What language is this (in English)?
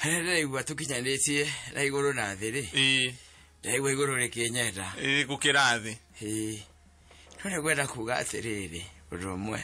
Kikuyu